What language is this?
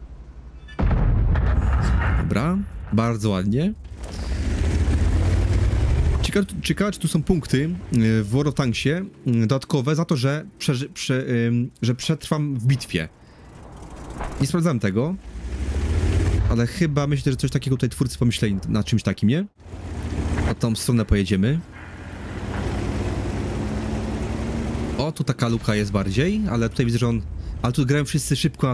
Polish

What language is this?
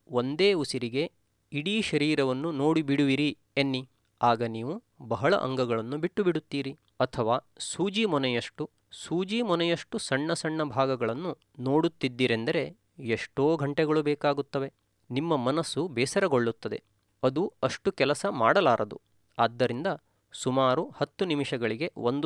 Kannada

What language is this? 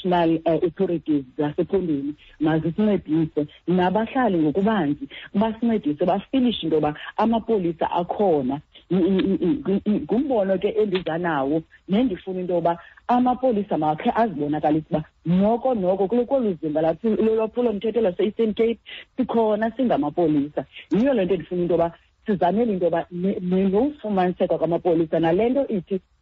Xhosa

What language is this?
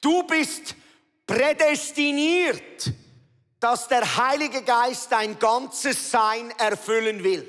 Swiss German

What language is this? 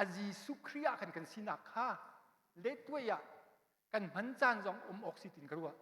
Hakha Chin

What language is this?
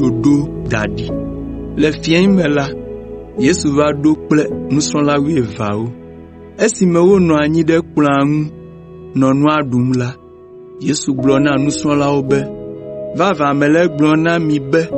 Ewe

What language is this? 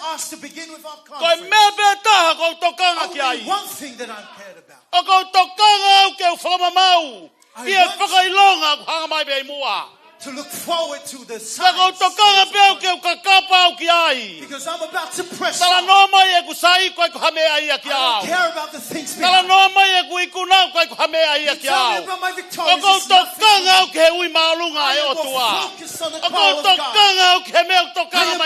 Tongan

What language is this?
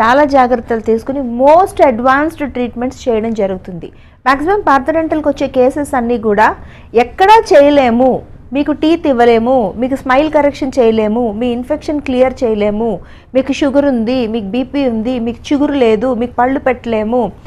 Telugu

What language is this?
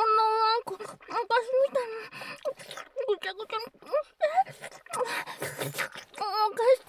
Japanese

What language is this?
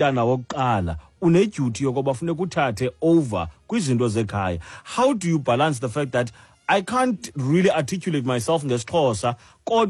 Xhosa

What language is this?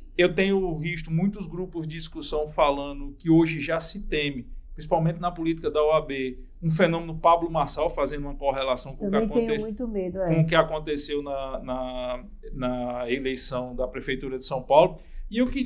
Portuguese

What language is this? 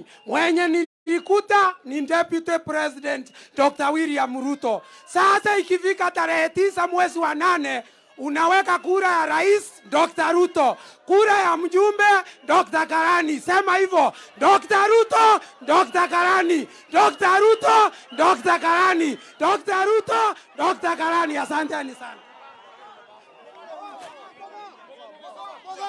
Swahili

